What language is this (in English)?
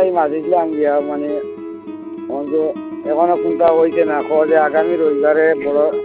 Bangla